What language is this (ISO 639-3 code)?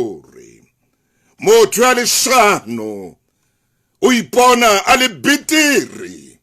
sot